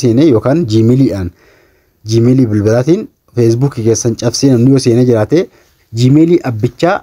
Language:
Oromo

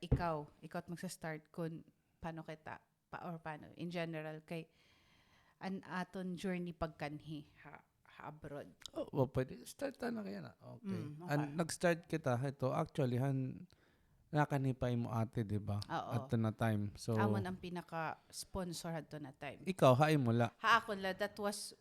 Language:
Waray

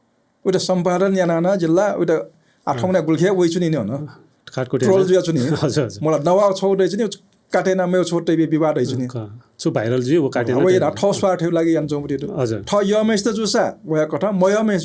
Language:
Newari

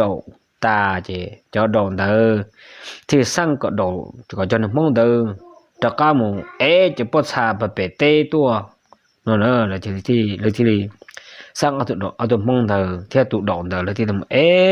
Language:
Hmong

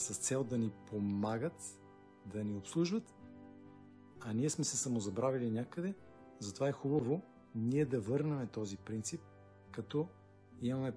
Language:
Bulgarian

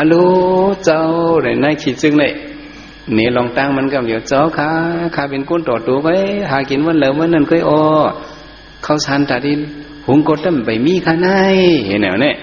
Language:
Shan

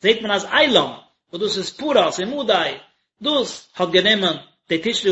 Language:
Yiddish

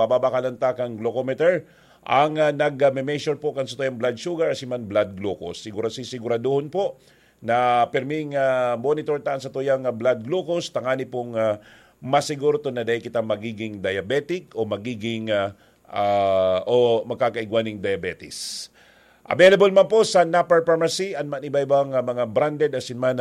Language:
Bikol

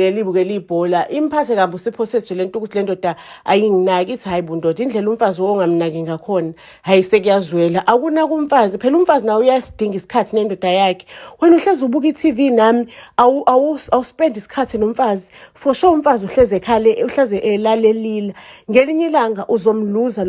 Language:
Zulu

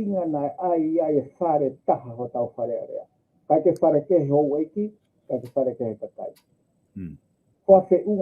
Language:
Tongan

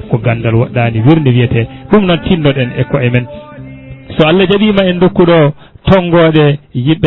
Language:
Fula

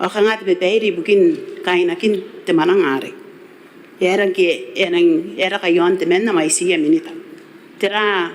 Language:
Gilbertese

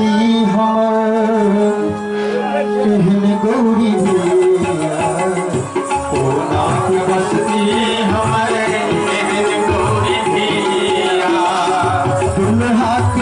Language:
Maithili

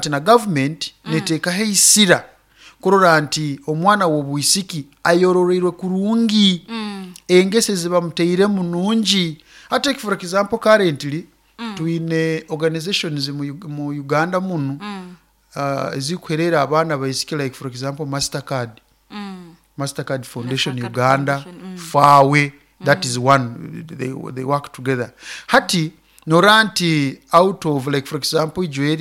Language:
Nyoro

